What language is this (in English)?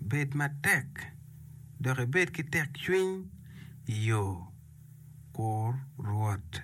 Acoli